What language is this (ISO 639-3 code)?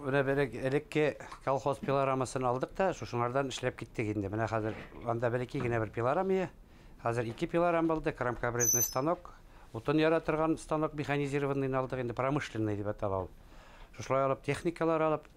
bak